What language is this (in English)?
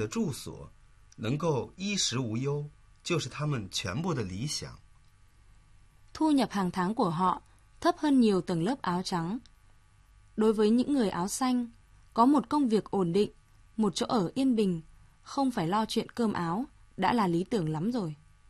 Vietnamese